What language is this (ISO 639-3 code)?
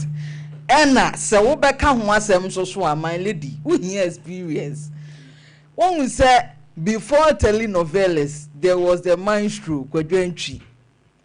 aka